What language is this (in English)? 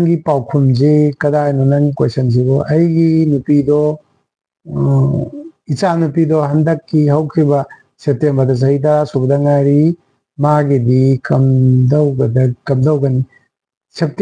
Manipuri